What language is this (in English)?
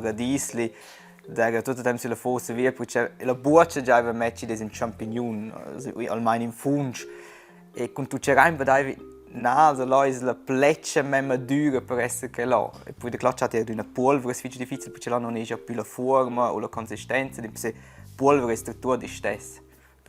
Romansh